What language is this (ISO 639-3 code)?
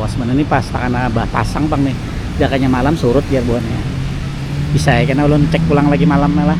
bjn